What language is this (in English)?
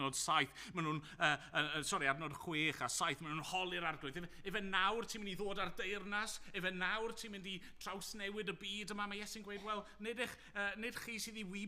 Welsh